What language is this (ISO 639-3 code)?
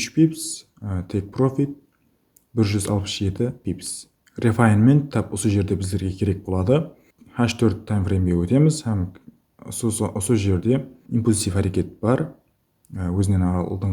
kaa